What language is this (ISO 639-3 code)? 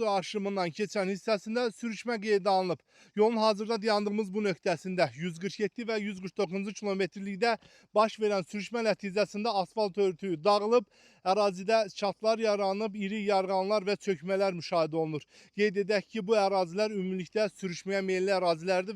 aze